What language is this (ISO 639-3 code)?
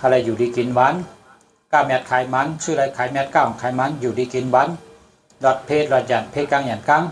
shn